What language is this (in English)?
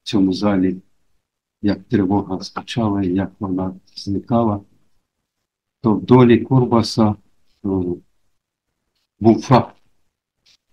Ukrainian